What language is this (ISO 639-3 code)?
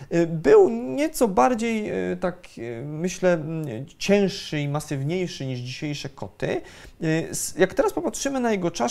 pol